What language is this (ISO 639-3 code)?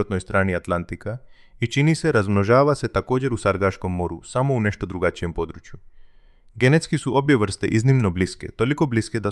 hrv